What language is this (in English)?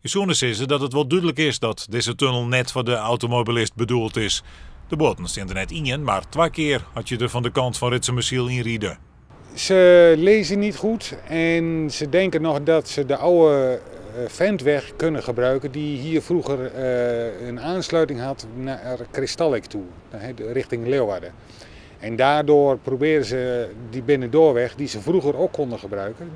Western Frisian